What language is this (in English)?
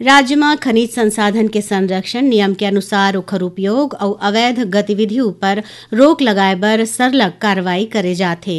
Chhattisgarhi